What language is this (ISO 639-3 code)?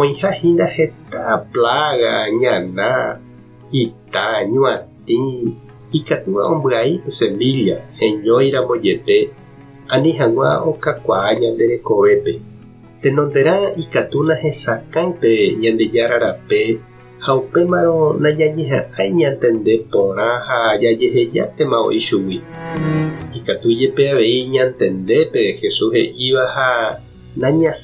grn